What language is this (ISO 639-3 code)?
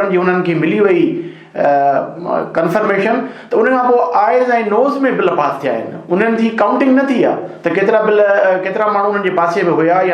snd